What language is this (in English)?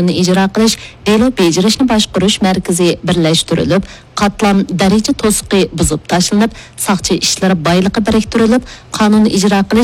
Uyghur